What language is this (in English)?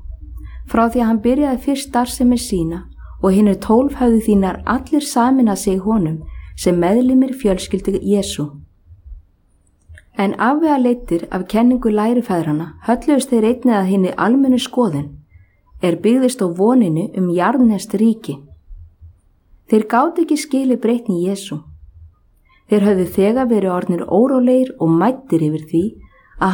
Icelandic